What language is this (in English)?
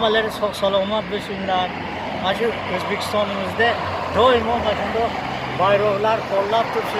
Uzbek